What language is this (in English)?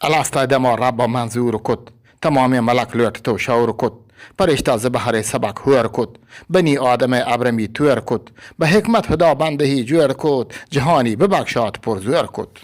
Eastern Balochi